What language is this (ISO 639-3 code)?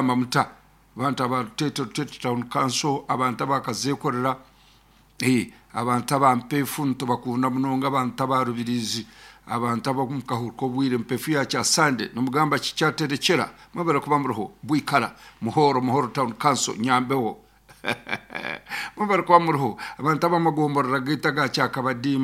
nyo